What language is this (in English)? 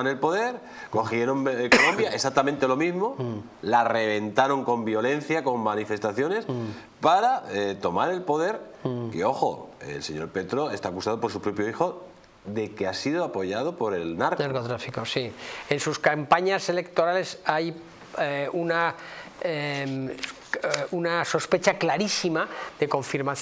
Spanish